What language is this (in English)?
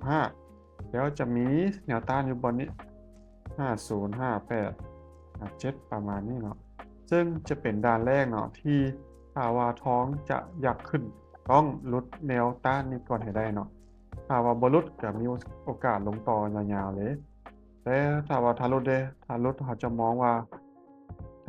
Lao